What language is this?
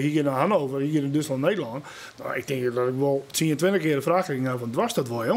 Western Frisian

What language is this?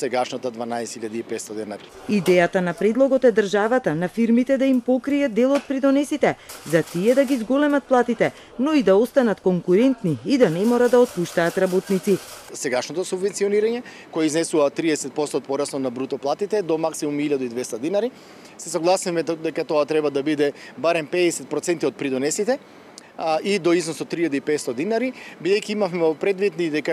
Macedonian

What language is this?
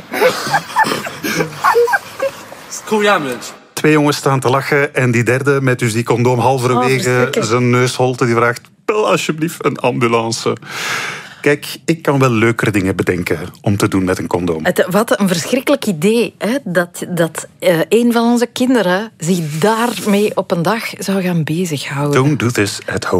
Dutch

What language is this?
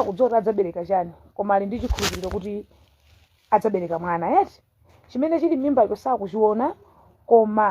Nyanja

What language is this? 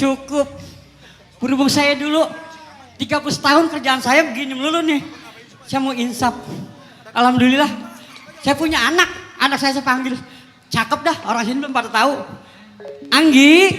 Betawi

